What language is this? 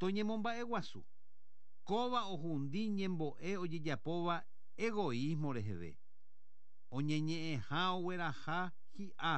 Guarani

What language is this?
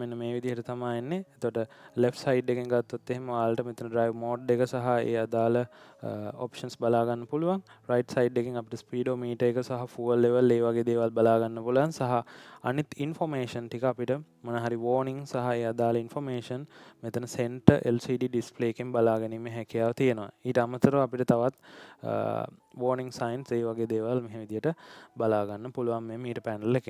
Sinhala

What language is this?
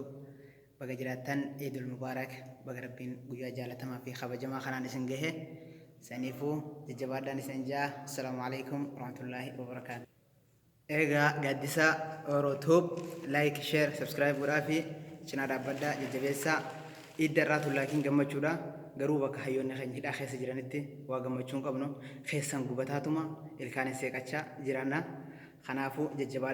Oromo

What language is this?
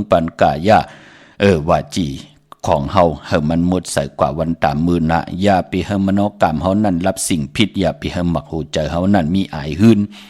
Shan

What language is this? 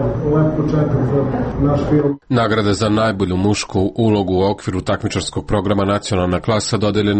Serbian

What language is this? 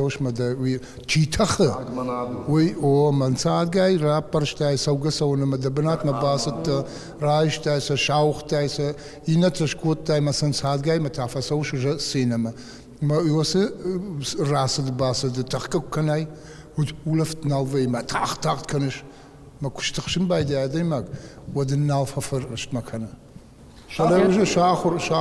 Ossetic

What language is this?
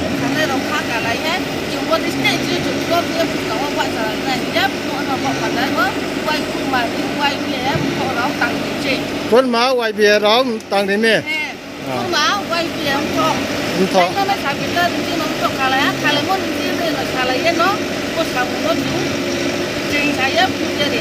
Riang (India)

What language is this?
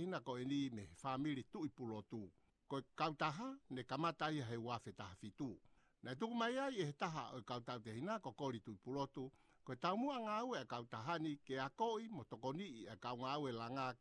Tongan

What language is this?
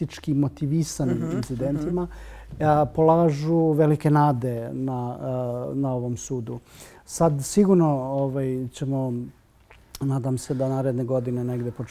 Serbian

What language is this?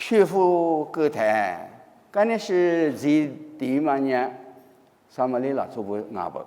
Lisu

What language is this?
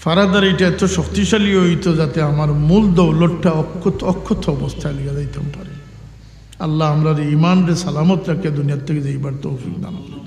Sylheti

